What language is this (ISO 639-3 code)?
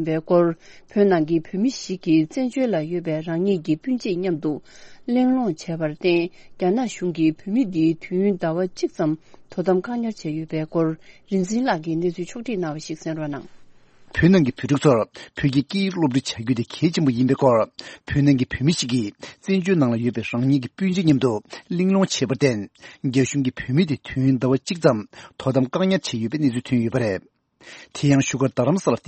bod